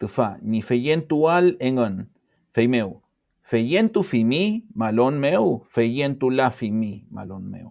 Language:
Mapuche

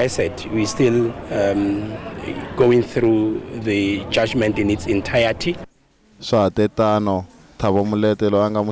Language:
Tsonga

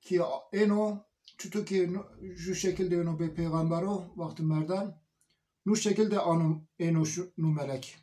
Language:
Zaza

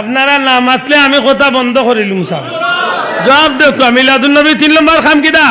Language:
Sylheti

